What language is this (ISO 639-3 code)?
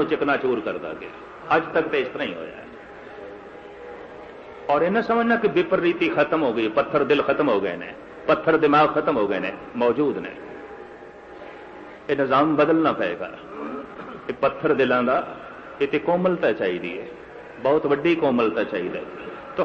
pan